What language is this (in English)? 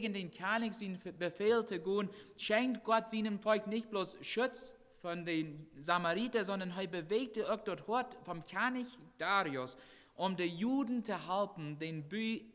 Plautdietsch